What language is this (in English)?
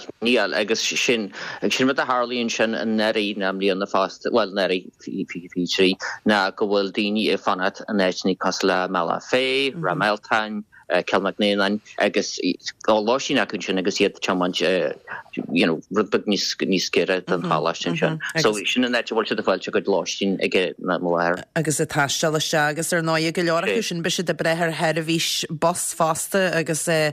Irish